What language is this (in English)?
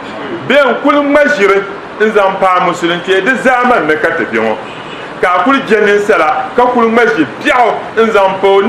Dagbani